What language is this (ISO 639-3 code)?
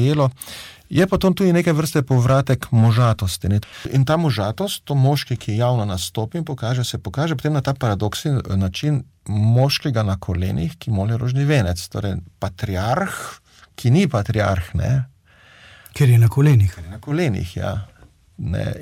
slv